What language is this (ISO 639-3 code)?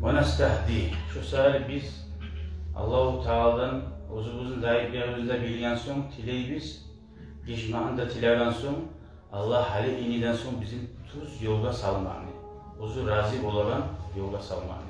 kum